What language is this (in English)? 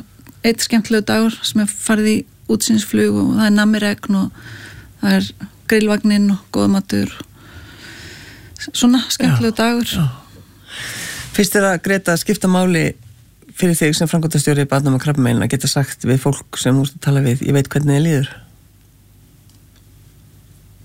Icelandic